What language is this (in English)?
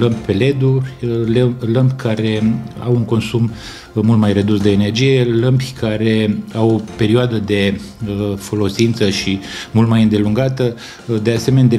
Romanian